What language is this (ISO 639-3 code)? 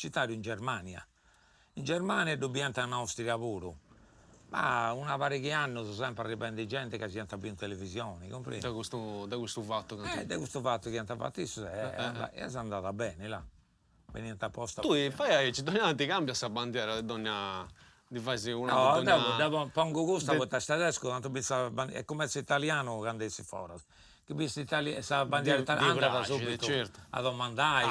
srd